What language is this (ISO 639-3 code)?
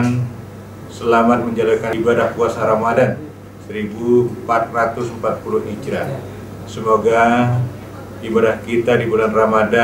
ind